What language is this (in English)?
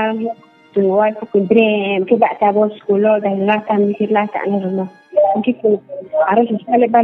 Riang (India)